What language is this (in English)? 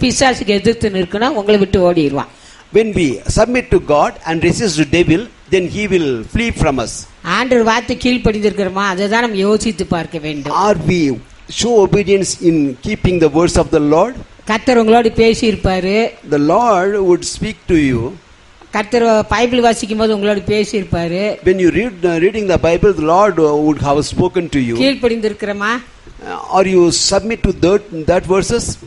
Tamil